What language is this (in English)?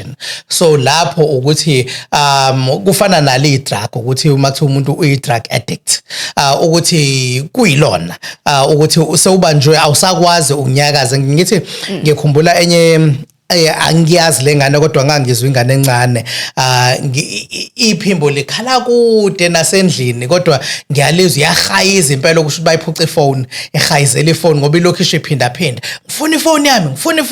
Zulu